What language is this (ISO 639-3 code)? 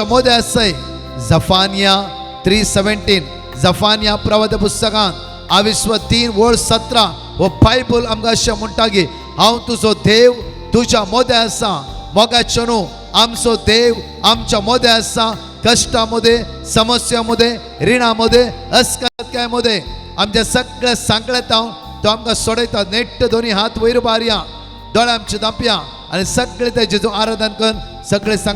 kok